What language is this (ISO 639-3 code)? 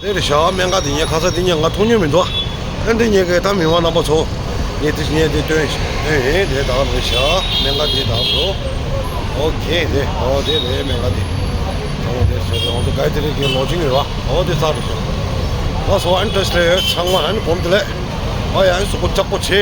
bod